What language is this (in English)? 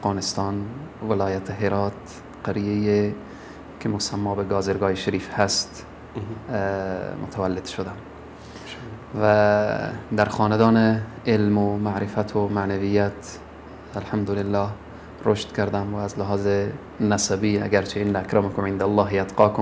Persian